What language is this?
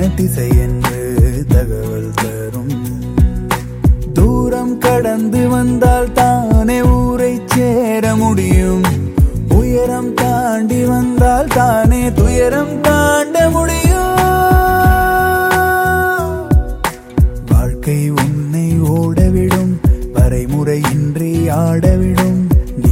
Tamil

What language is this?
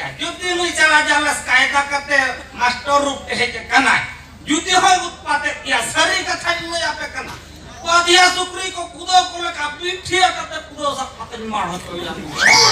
Santali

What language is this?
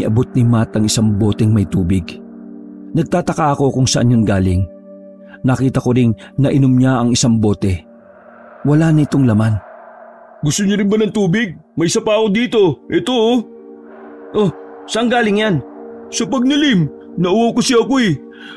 Filipino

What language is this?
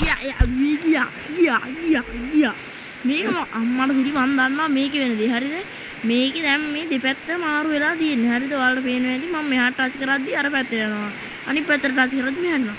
Sinhala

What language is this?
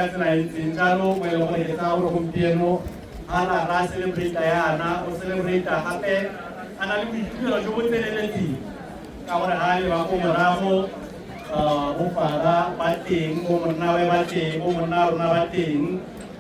Tswana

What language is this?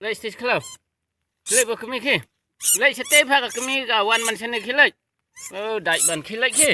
Khasi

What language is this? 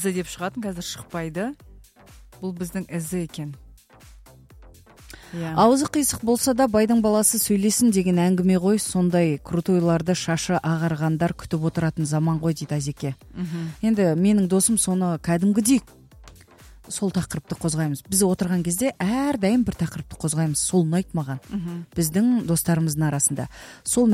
Kazakh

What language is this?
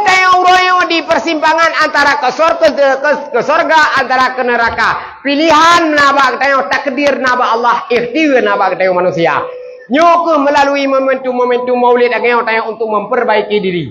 Achinese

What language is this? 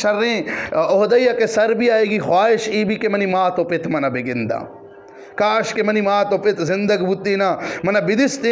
Eastern Balochi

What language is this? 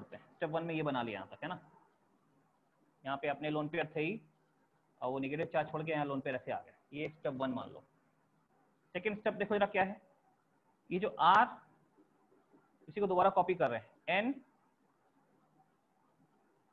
Hindi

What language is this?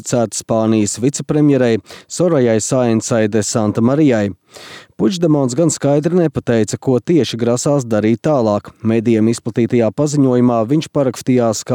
Latvian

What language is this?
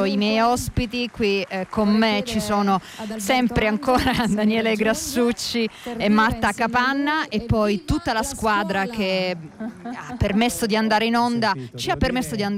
Italian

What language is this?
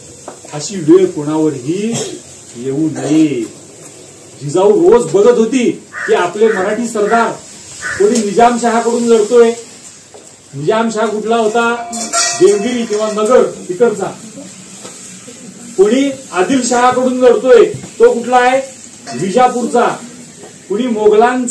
Marathi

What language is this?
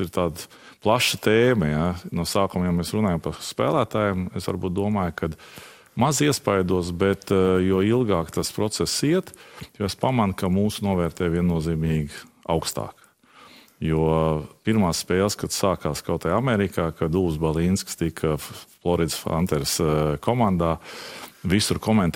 Latvian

